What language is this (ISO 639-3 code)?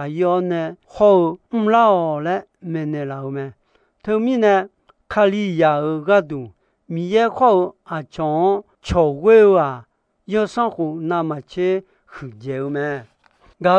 ahk